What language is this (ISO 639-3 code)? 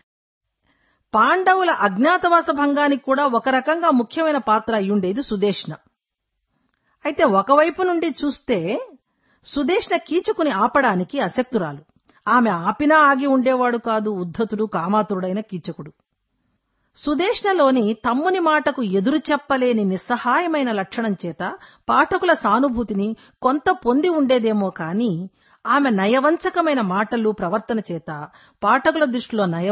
tel